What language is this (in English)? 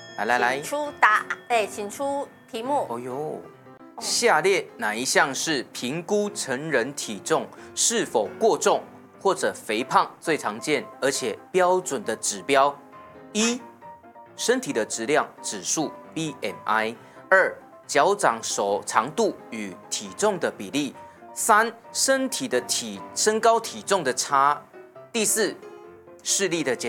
Min Nan Chinese